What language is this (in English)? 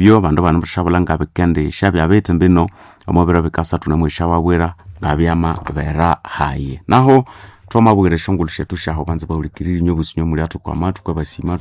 Nande